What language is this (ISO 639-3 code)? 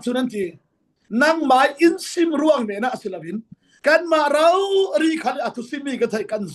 cfm